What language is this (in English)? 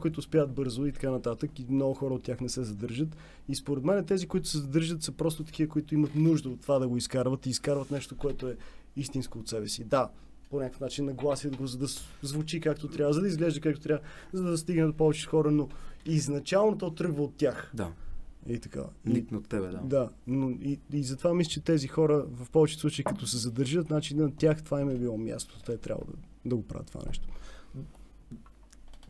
Bulgarian